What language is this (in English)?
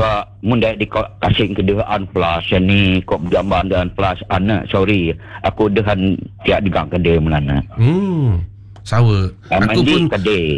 Malay